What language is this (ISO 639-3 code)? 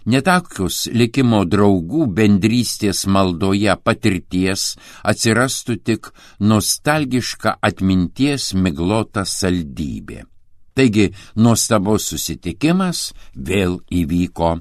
lit